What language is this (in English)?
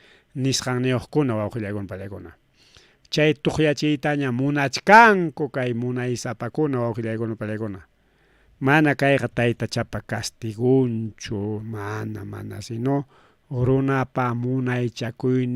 Ayacucho Quechua